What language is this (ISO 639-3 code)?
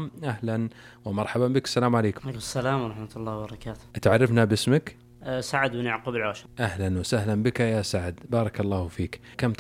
ars